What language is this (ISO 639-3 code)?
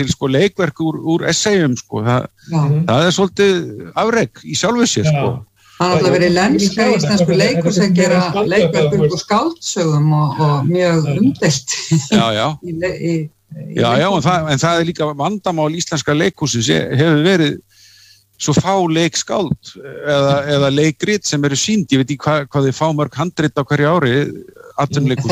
isl